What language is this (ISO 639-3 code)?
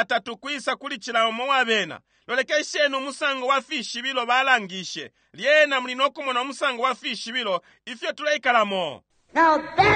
bem